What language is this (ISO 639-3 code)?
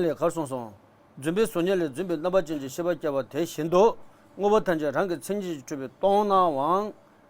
bod